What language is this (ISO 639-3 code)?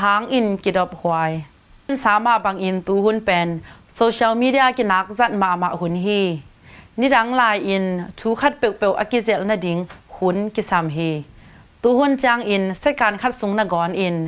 ctd